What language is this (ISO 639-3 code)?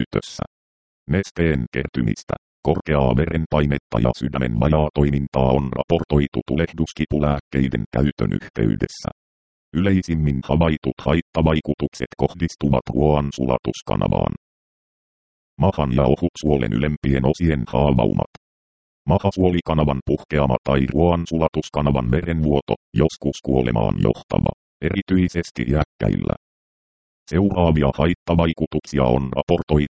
fin